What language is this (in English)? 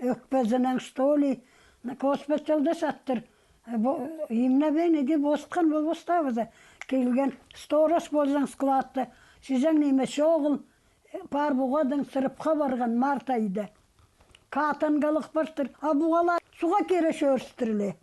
Khakas